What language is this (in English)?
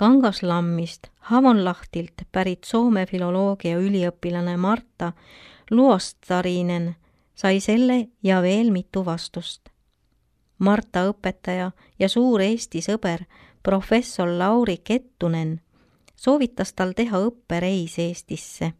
Estonian